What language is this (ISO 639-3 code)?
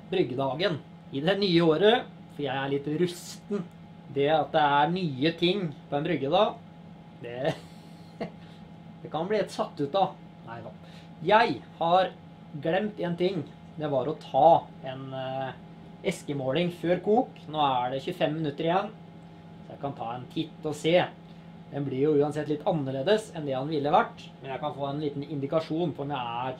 nor